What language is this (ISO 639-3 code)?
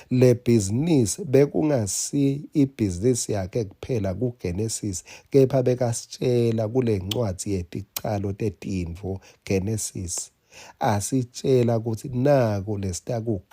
ssw